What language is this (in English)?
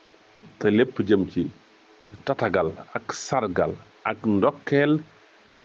Wolof